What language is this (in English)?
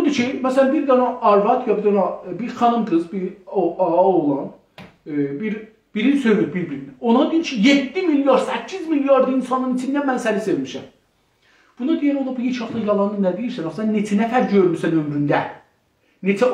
South Azerbaijani